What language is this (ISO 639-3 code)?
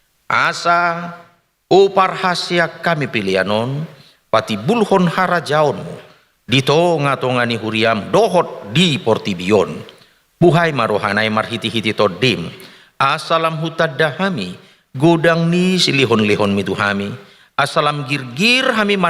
bbc